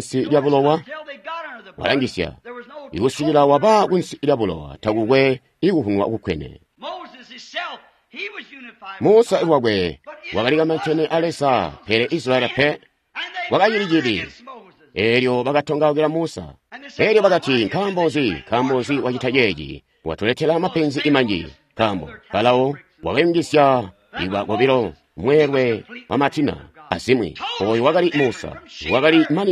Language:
Tonga (Zambia)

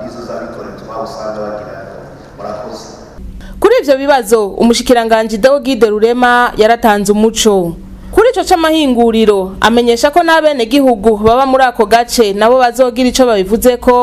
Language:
Rundi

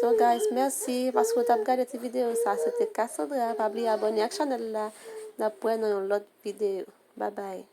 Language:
Haitian Creole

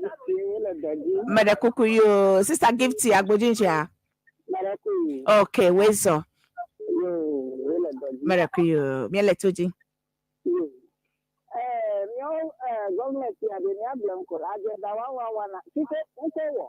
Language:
Ewe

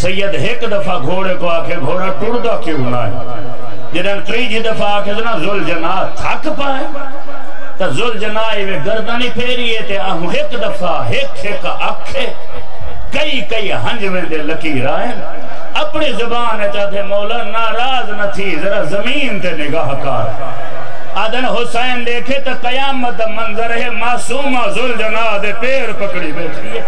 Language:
Saraiki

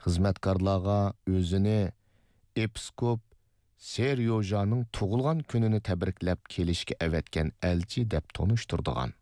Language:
Uyghur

